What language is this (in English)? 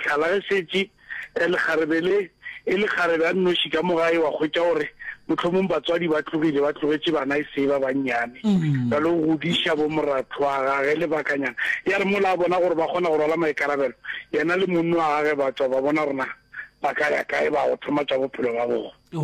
Northern Sotho